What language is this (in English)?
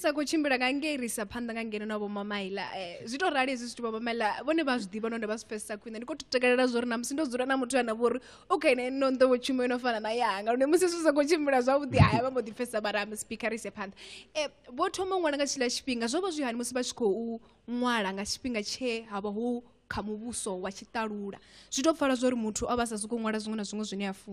Venda